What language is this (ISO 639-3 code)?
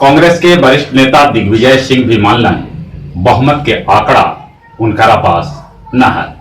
mag